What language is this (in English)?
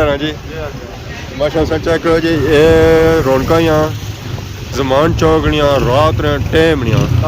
Pahari-Potwari